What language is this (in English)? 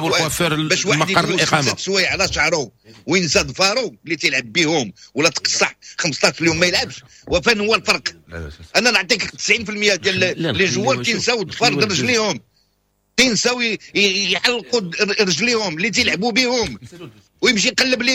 Moroccan Arabic